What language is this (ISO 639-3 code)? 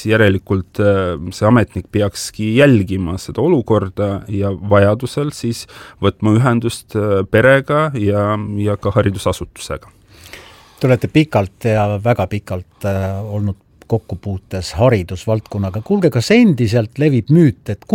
est